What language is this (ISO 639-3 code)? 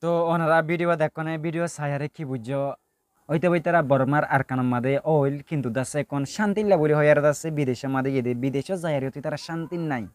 rhg